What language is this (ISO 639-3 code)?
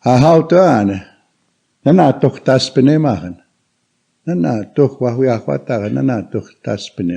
crk